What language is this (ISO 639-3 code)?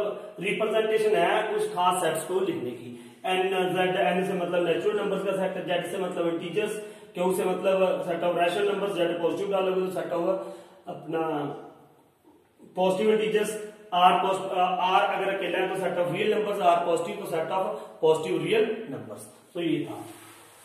hin